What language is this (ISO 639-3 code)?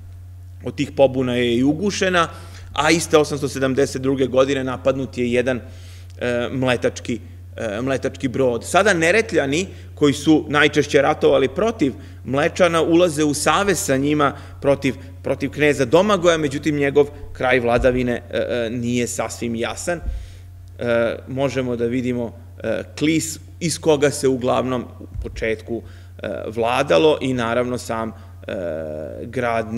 srp